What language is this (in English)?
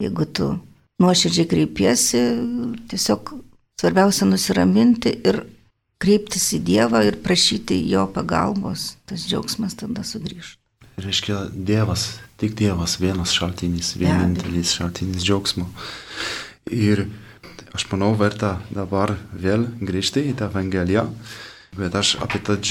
Lithuanian